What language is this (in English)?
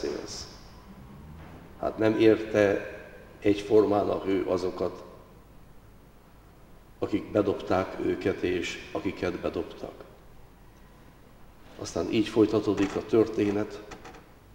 Hungarian